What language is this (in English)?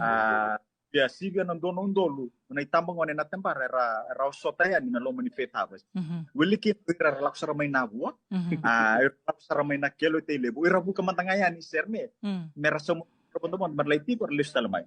Fijian